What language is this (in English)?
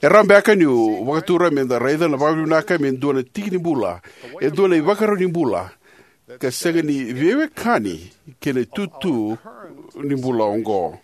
Fijian